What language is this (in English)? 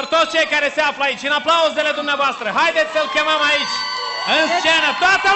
Romanian